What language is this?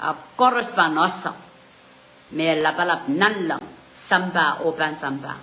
Pohnpeian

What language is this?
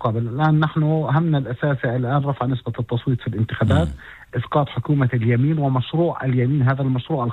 Arabic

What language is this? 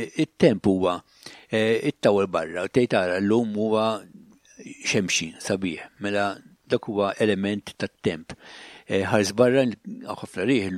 Maltese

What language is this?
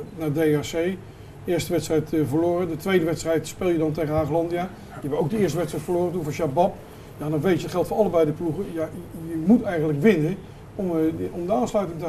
Dutch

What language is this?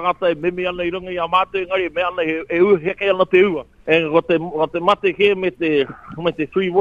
Māori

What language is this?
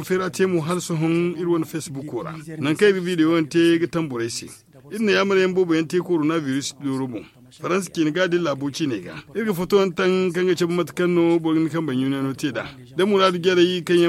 Zarma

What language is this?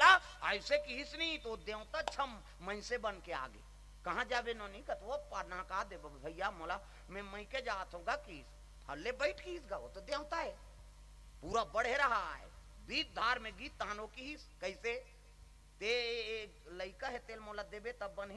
Chhattisgarhi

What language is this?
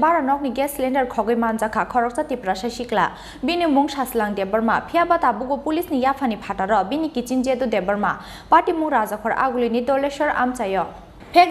Kok Borok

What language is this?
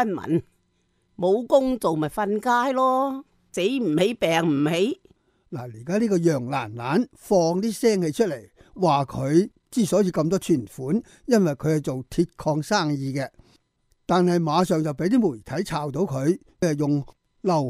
Cantonese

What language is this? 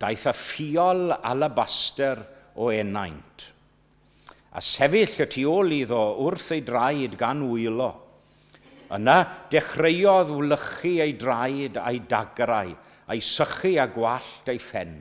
Welsh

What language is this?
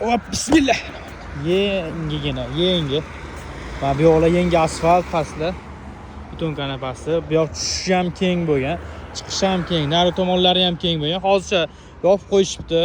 Uzbek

